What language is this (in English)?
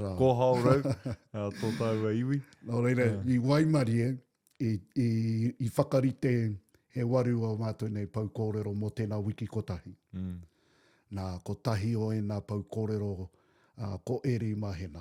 Māori